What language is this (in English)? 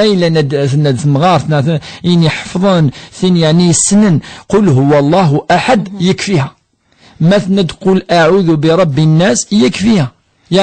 Kabyle